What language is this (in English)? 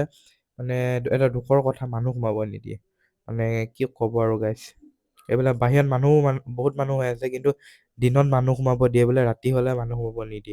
Assamese